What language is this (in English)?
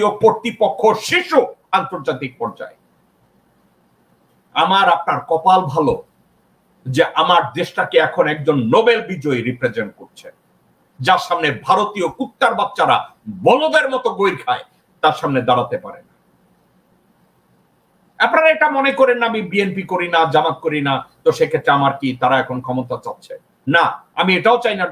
Bangla